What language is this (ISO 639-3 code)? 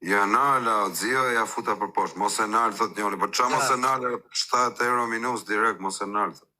sqi